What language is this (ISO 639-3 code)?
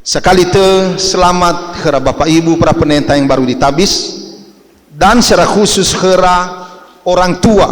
nia